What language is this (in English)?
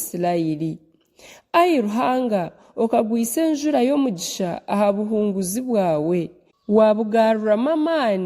Nyankole